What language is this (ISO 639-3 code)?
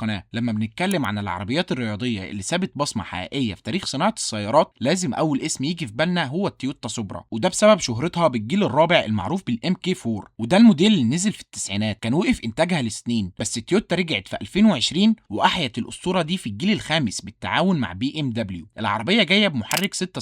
arz